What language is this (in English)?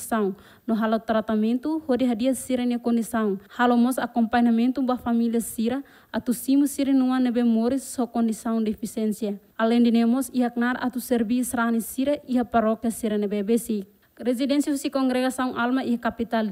Tetum